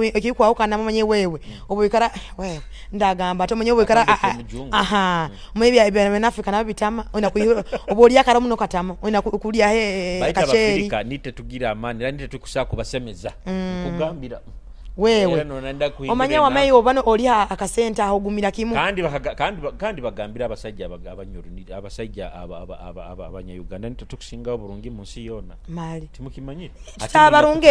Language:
Nyoro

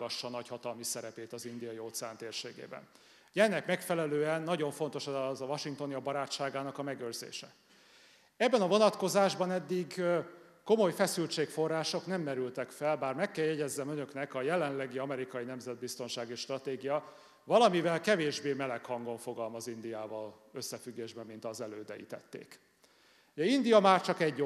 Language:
Hungarian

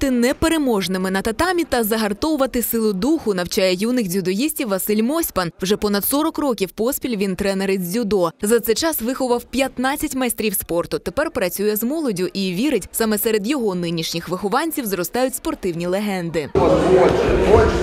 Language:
Ukrainian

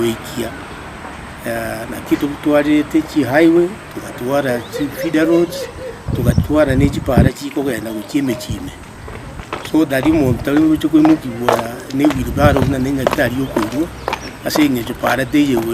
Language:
Gusii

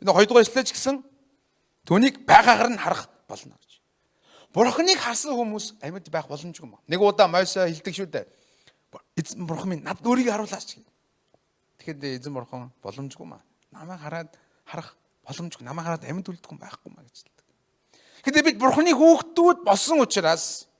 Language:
Mongolian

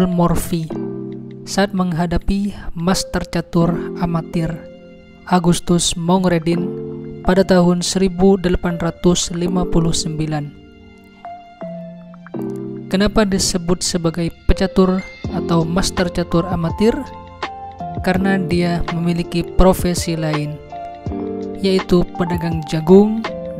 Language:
Indonesian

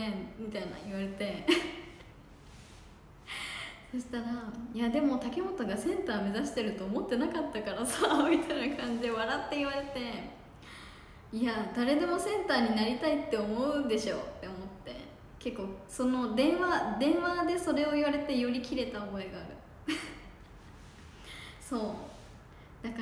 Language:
Japanese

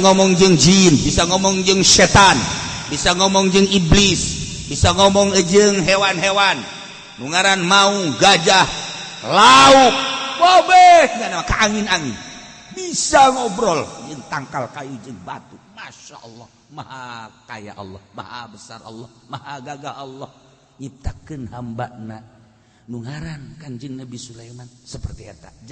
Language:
Sundanese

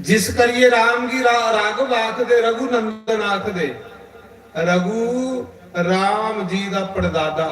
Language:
Dogri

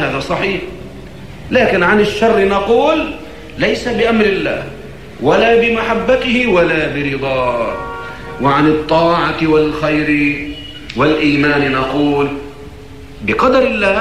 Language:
Arabic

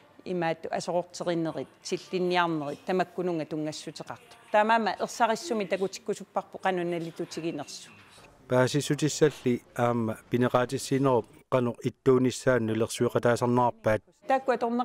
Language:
Kalaallisut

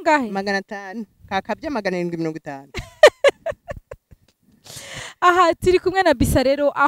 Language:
Kinyarwanda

